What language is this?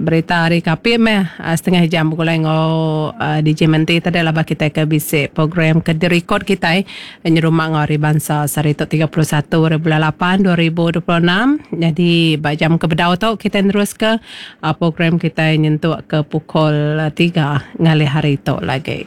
Iban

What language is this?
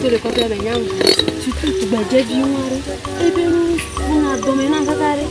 Ewe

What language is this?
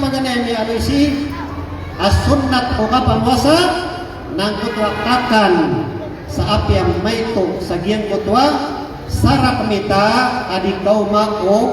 Maranao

